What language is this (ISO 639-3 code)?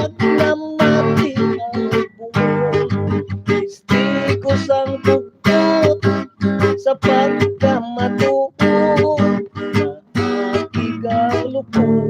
hil